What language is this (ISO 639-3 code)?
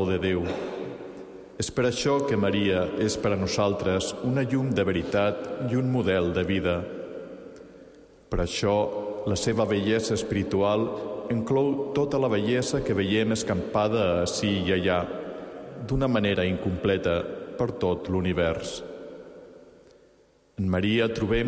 cat